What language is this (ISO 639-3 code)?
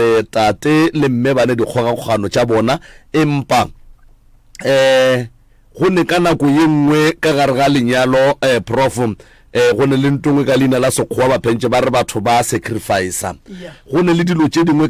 nso